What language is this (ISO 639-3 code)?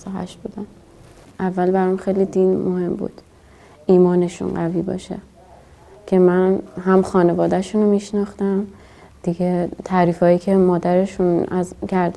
fas